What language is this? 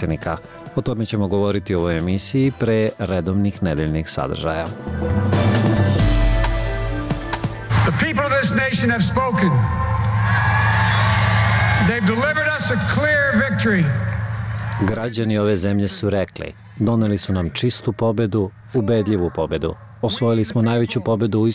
Serbian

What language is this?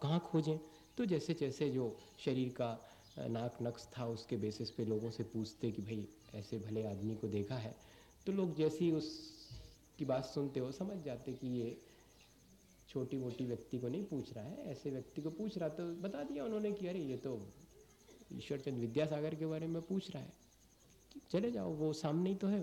Hindi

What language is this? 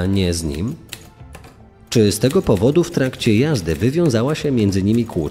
Polish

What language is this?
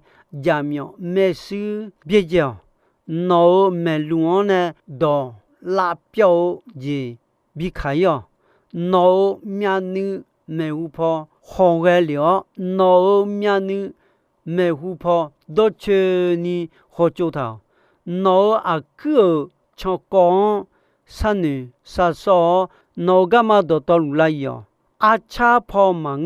Akha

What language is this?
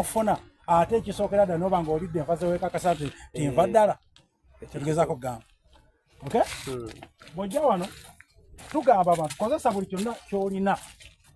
Soga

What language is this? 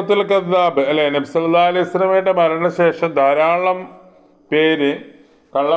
Malayalam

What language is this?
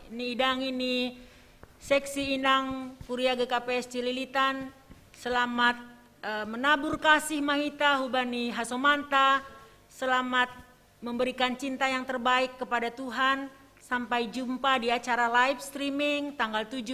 Batak Simalungun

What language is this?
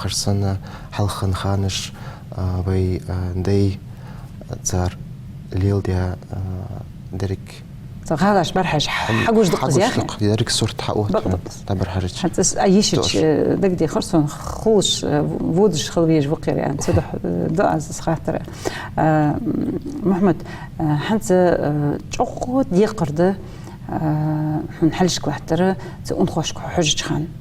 Ingush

